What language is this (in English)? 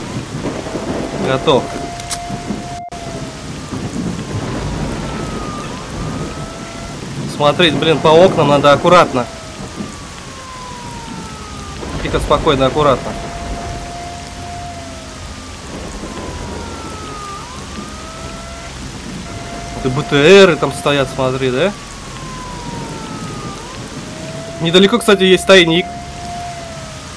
Russian